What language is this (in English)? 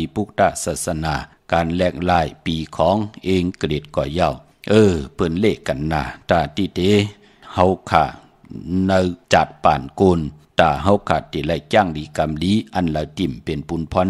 Shan